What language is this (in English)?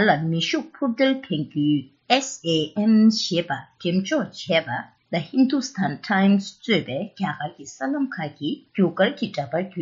Tibetan